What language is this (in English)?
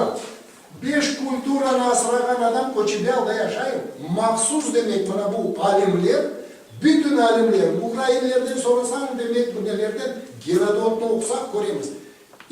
Crimean Tatar